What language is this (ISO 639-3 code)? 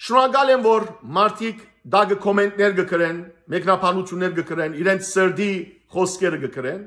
hyw